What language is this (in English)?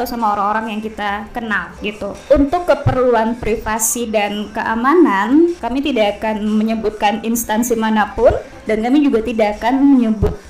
Indonesian